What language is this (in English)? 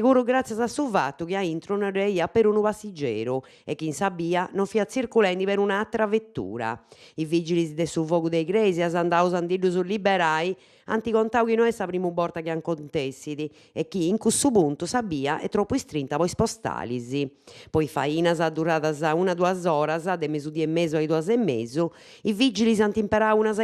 Sardinian